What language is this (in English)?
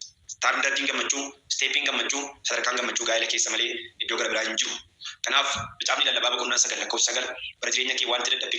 Oromo